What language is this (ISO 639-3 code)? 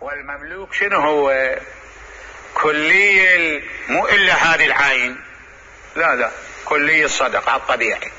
acm